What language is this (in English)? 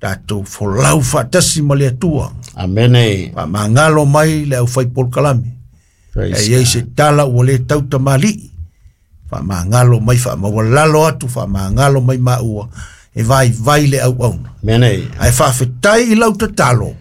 Samoan